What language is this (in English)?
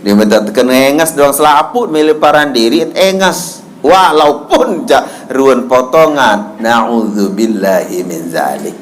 Sasak